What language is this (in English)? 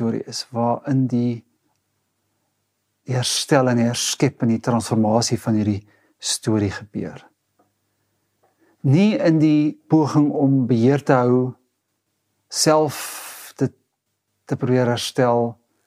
Afrikaans